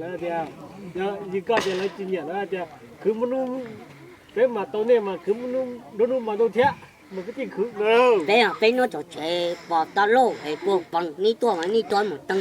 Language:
Hmong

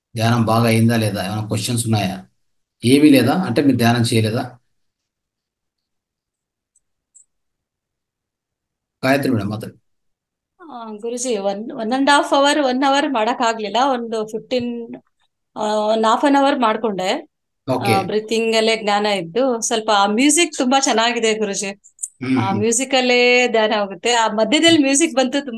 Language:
Kannada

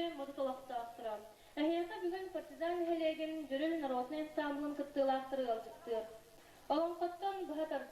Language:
Yakut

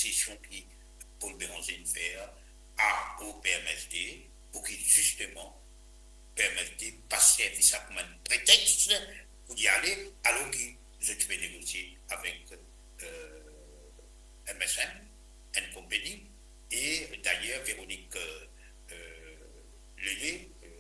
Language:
Morisyen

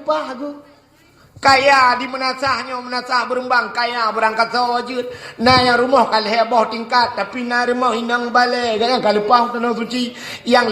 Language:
Achinese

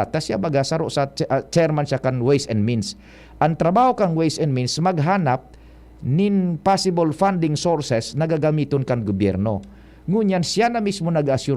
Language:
Bikol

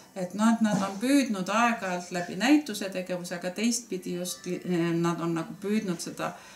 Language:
Estonian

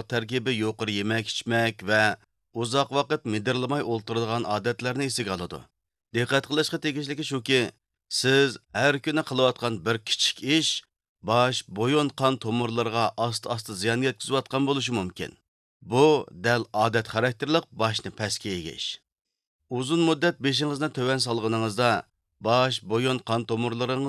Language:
Uyghur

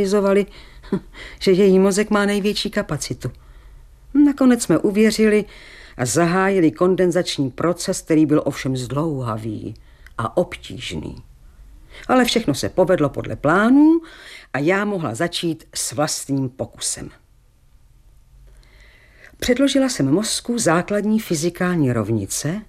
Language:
Czech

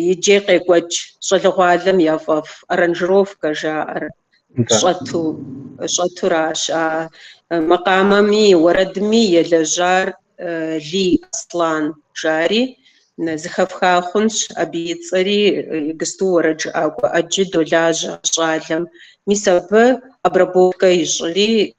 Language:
Kabardian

